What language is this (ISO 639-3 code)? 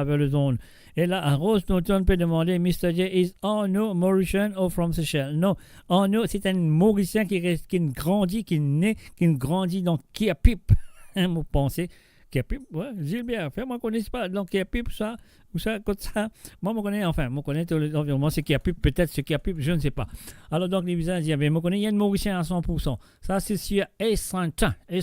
mfe